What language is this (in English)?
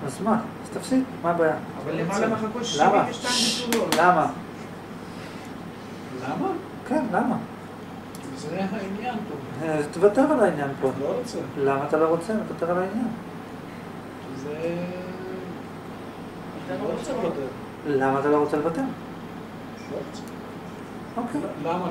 Hebrew